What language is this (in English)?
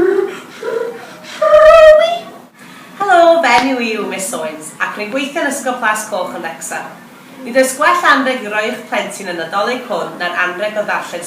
Welsh